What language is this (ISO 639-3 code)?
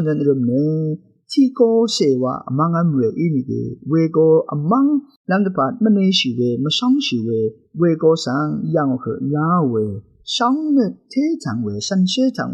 raw